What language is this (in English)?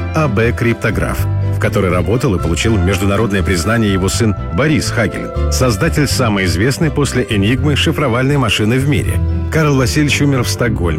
Russian